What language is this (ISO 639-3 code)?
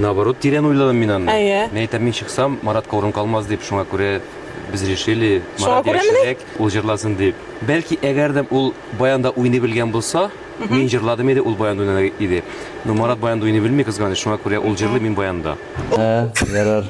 tat